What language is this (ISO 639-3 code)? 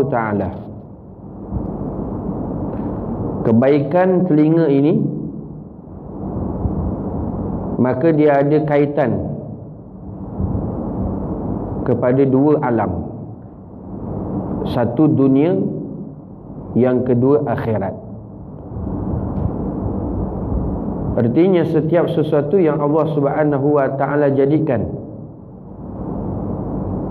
msa